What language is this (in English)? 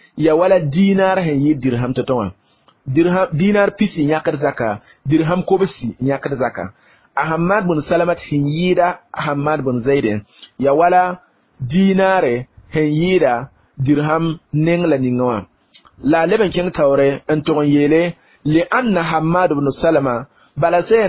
Mossi